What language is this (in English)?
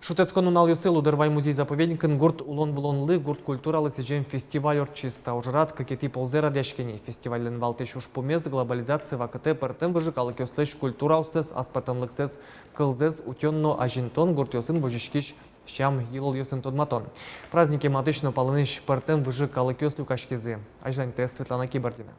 Udmurt